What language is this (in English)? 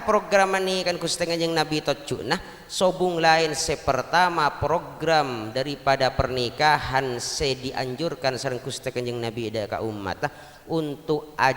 Madurese